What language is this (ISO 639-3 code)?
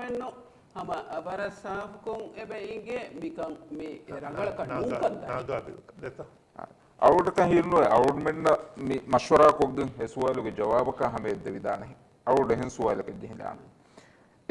div